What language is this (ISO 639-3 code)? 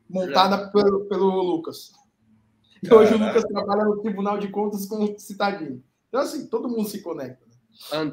por